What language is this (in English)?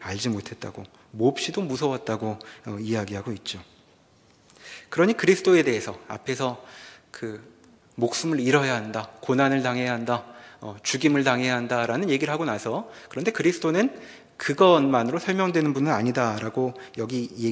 Korean